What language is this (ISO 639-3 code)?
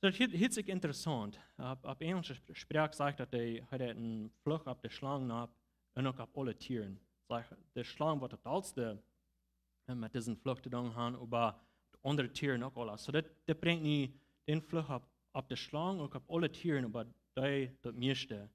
pdt